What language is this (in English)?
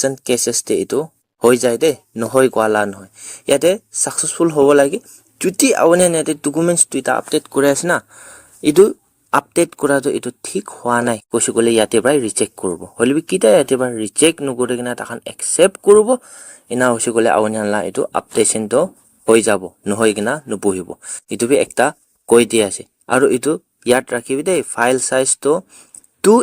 Naga Pidgin